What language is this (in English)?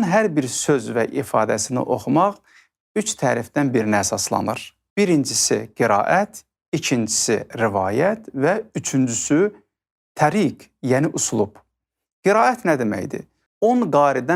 Azerbaijani